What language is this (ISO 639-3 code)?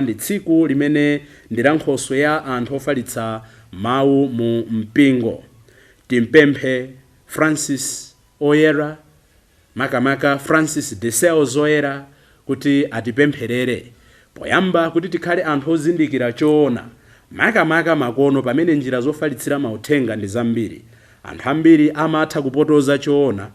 nya